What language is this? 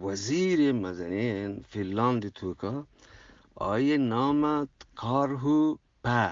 Eastern Balochi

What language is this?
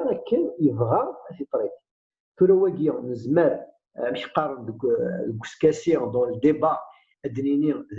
Kabyle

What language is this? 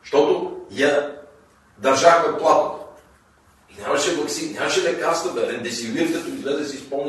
Bulgarian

